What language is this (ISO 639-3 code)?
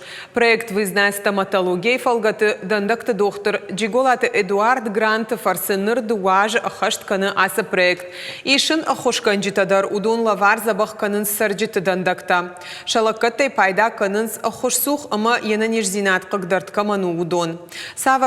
oss